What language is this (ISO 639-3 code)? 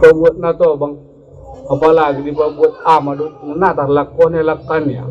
akb